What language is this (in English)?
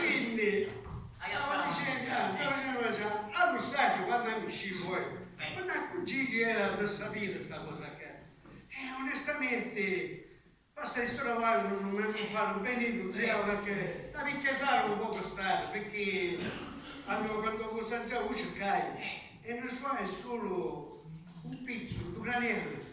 Sicilian